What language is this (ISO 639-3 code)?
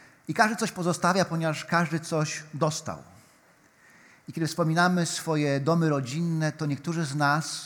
pol